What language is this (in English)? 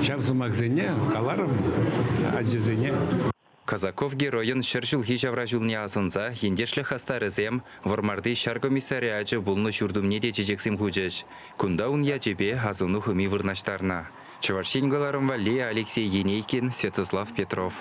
Chuvash